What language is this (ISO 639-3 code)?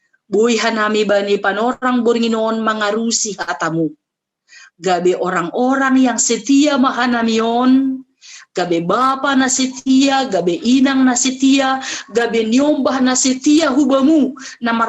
bts